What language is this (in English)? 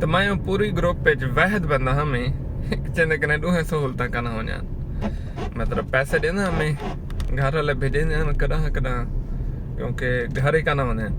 Saraiki